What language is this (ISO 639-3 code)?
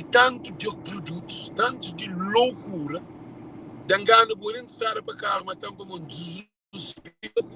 kea